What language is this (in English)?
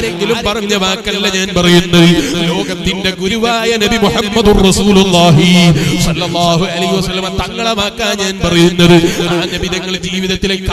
Malayalam